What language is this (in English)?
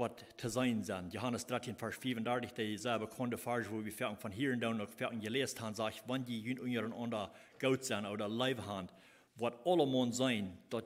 Plautdietsch